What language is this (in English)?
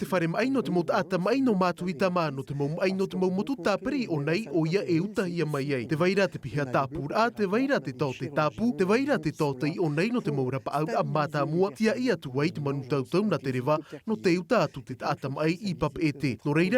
Tahitian